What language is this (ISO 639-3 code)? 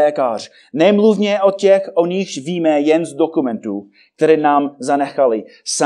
ces